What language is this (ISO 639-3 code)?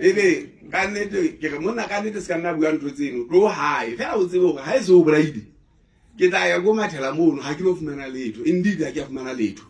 sot